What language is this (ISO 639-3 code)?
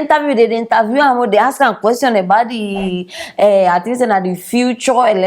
pcm